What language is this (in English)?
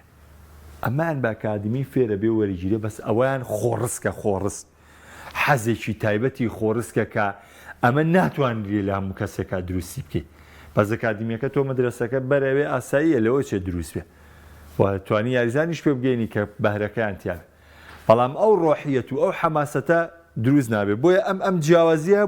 Central Kurdish